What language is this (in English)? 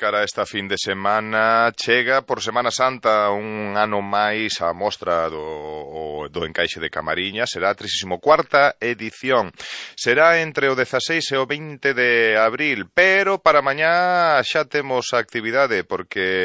Galician